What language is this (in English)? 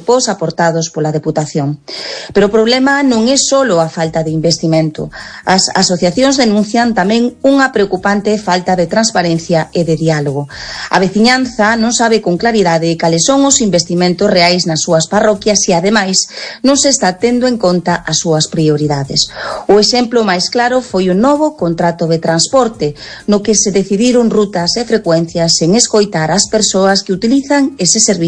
Galician